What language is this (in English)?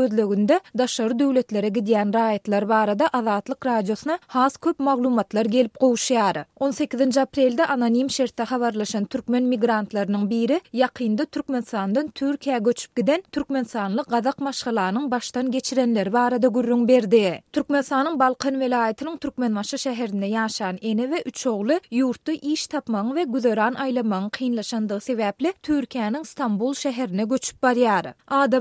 Turkmen